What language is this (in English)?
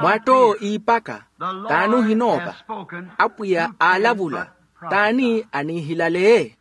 Makhuwa